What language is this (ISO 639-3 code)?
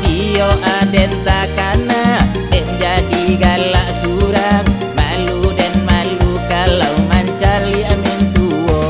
min